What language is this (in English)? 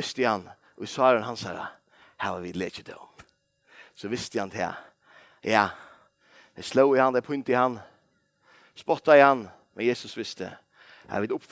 Faroese